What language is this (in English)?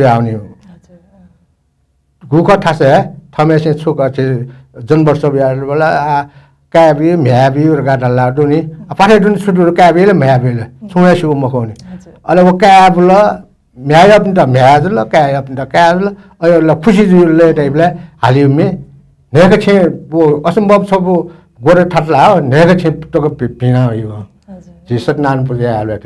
Newari